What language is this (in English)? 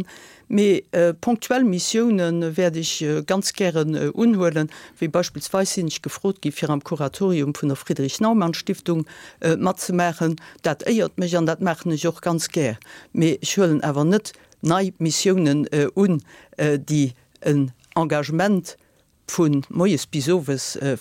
Luxembourgish